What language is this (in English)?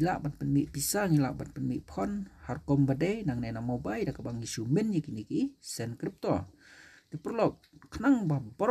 Khasi